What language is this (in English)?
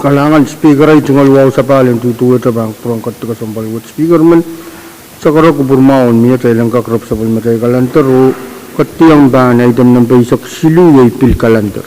Pohnpeian